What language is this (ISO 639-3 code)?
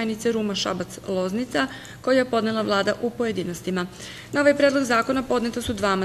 srp